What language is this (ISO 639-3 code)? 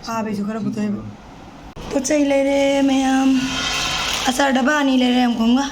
mni